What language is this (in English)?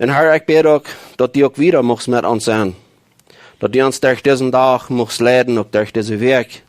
Plautdietsch